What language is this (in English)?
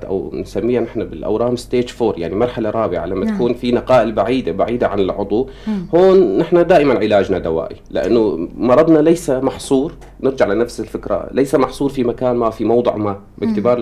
North Levantine Arabic